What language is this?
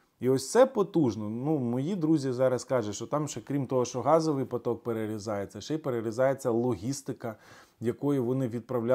Ukrainian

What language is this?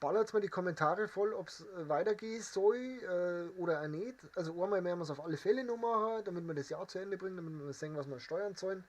Bavarian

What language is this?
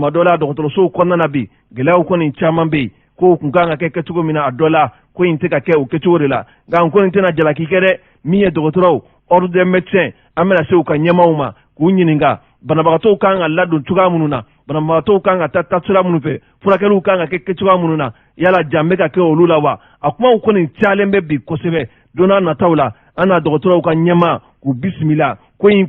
Bambara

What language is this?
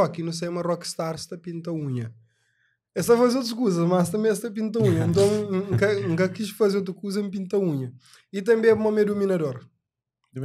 Kabuverdianu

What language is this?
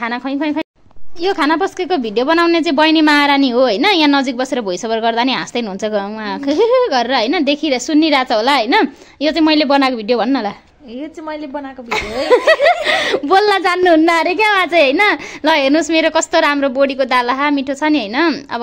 Nepali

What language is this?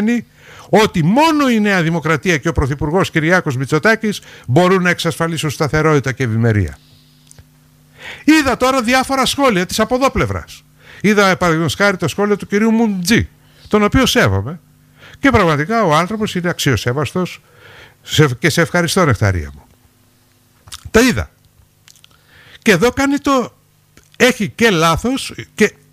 Greek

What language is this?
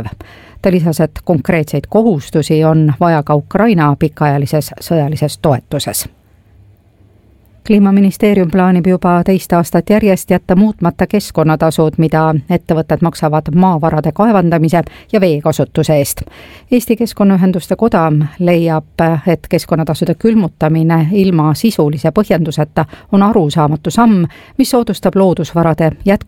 Estonian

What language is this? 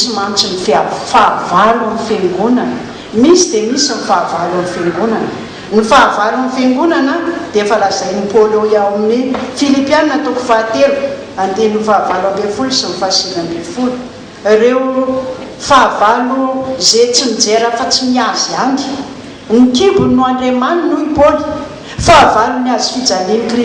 Malagasy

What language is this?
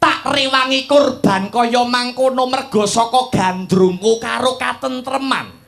Javanese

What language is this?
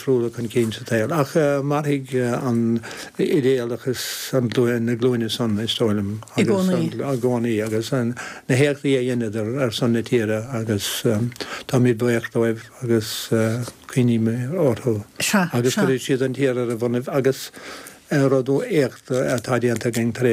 Irish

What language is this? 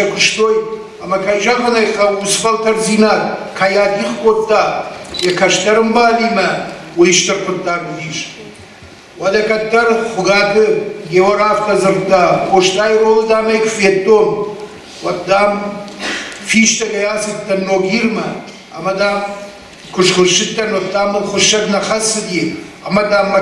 Ossetic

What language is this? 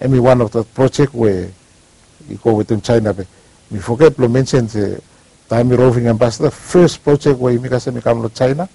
Bislama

